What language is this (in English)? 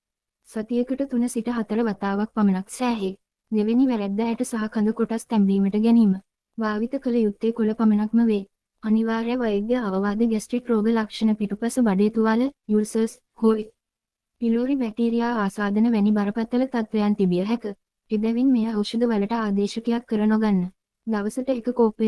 Sinhala